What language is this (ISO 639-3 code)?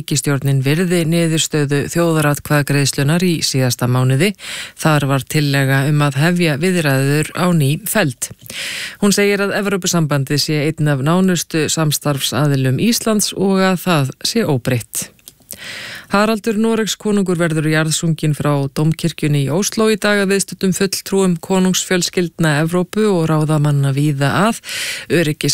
isl